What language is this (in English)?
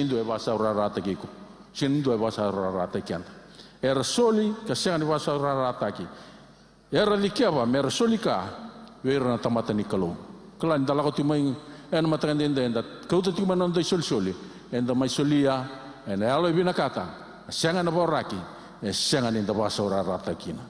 Fijian